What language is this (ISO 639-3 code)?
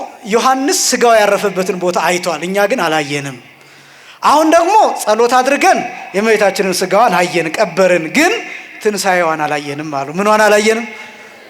amh